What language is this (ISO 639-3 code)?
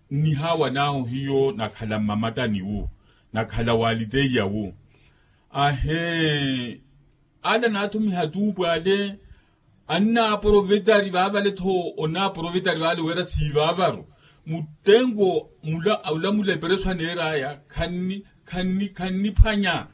vmw